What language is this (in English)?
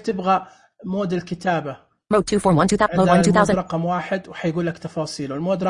Najdi Arabic